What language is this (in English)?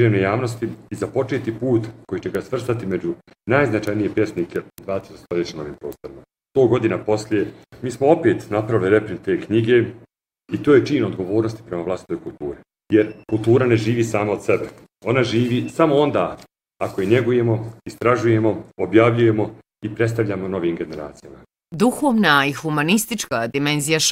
Croatian